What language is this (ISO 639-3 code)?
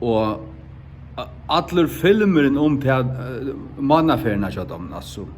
fao